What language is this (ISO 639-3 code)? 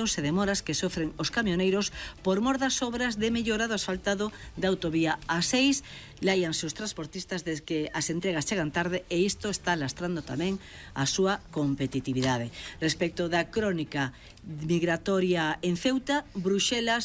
glg